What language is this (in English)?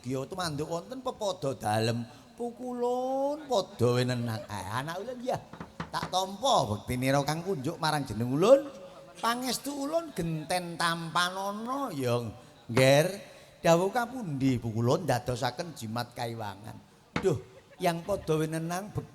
Javanese